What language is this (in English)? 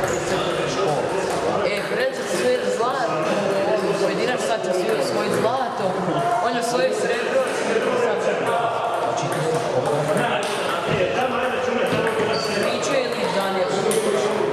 Croatian